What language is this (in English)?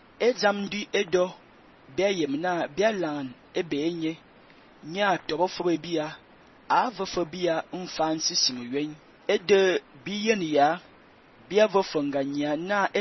Fang